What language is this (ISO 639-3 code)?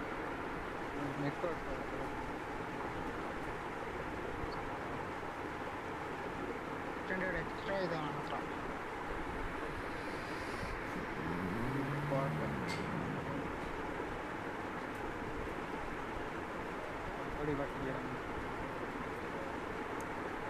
kan